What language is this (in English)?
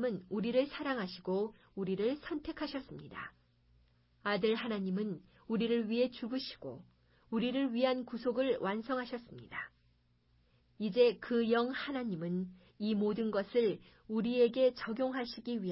Korean